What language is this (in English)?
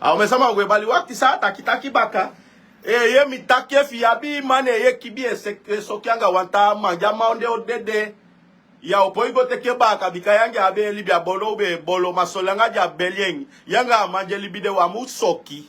Sranan Tongo